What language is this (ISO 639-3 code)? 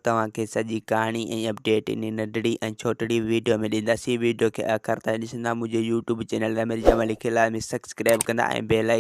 snd